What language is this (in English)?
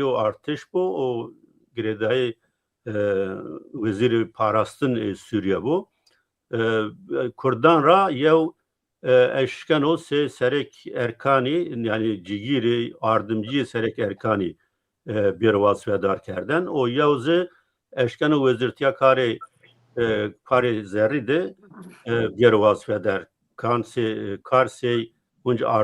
Zaza